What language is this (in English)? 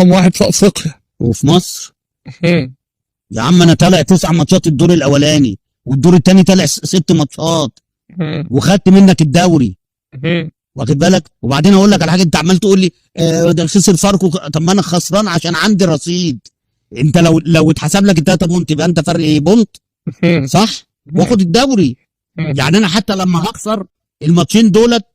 Egyptian Arabic